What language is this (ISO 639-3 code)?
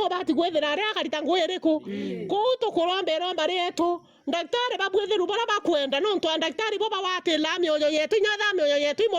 mer